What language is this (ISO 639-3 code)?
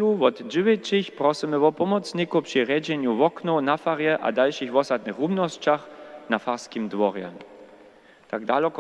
hsb